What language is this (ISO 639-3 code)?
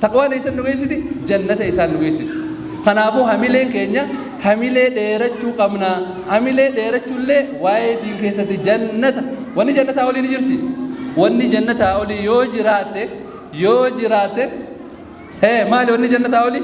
orm